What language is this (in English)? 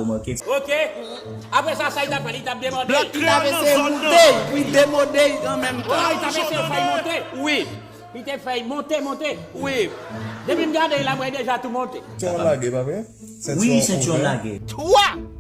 Haitian Creole